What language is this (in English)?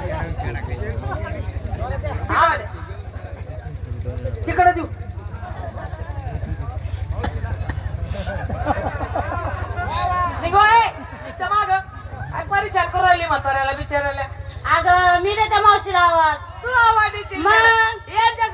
Marathi